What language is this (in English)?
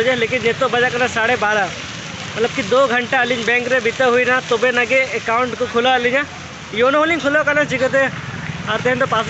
Santali